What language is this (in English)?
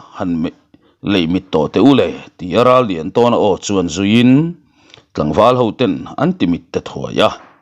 Mizo